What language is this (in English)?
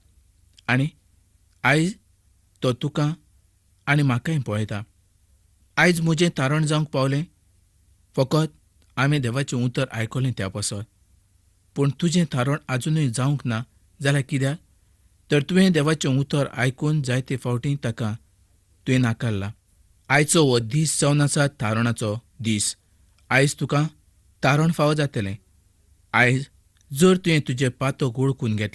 Konkani